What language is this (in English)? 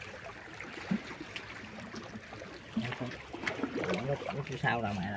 Vietnamese